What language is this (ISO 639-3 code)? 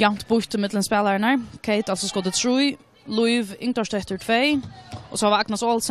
fao